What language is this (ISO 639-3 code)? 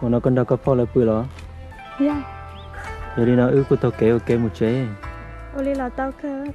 hmn